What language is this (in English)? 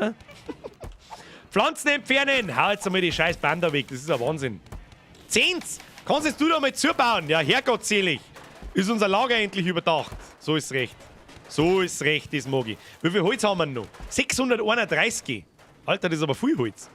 Bavarian